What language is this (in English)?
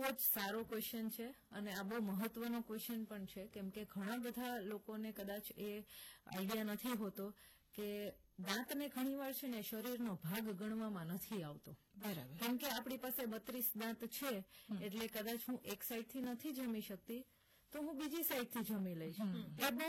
Gujarati